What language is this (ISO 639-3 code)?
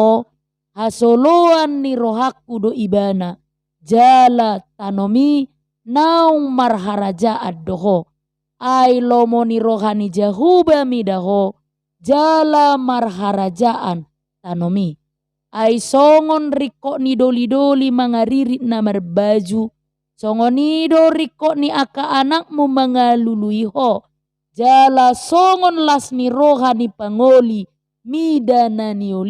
bbc